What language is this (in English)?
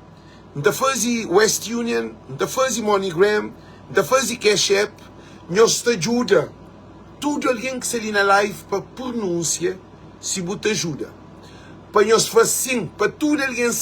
Kabuverdianu